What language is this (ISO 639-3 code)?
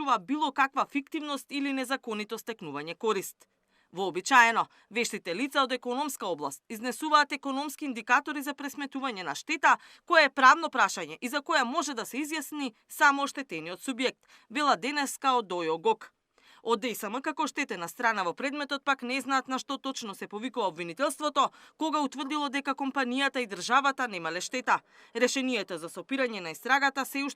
mkd